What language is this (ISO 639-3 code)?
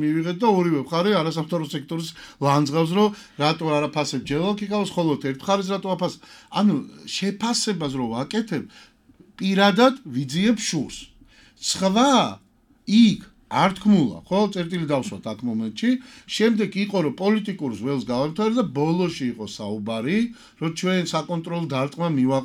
kat